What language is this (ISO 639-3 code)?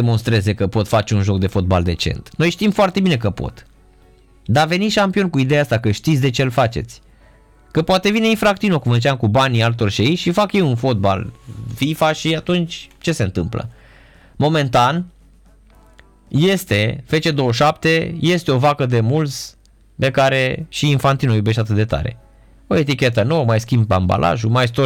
ron